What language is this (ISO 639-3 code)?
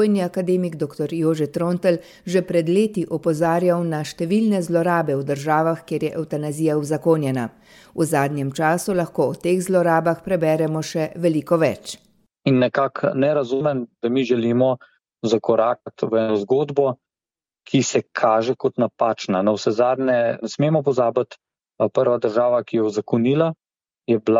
slv